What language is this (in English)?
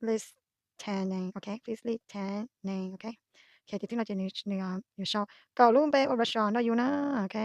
Hmong